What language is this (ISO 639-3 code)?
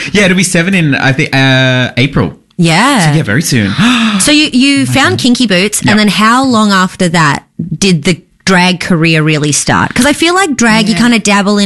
eng